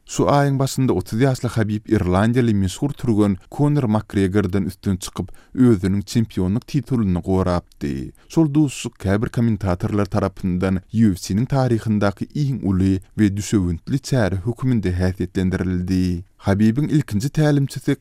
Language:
Turkmen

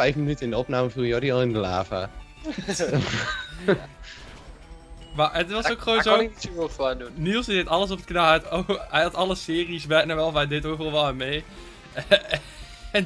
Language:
Dutch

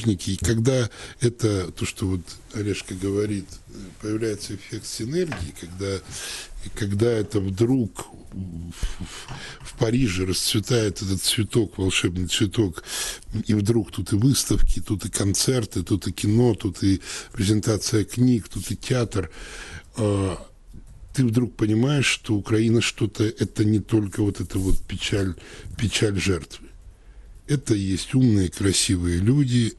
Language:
Russian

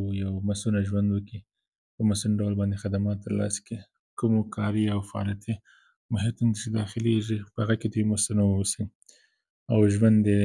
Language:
Pashto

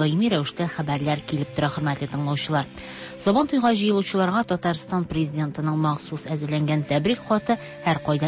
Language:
Tatar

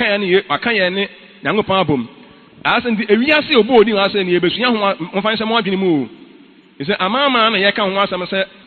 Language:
Akan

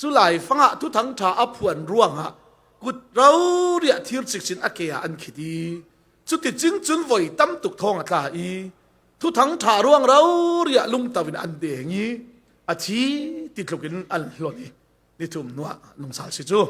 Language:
Falam Chin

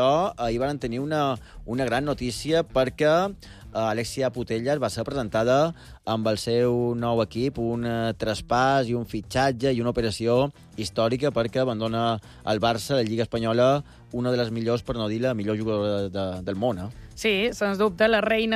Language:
Catalan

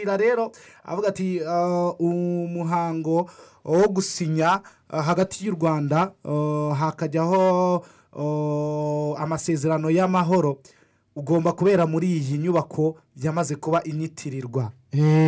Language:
Kinyarwanda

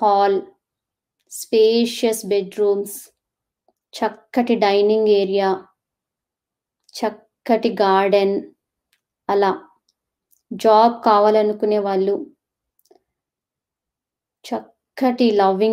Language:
Telugu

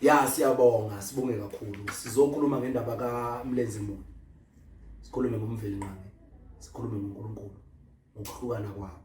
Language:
Zulu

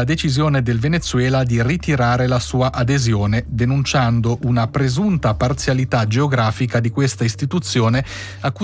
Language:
Italian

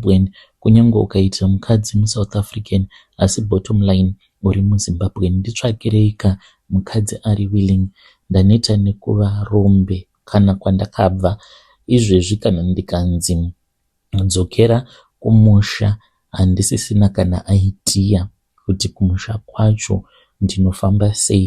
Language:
Shona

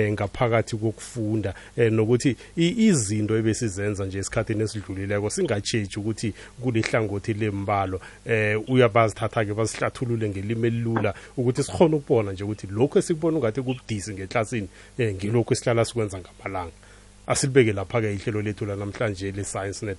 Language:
South Ndebele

